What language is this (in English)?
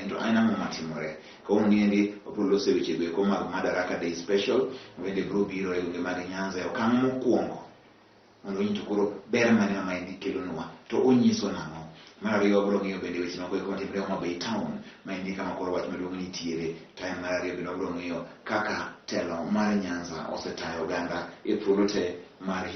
Luo (Kenya and Tanzania)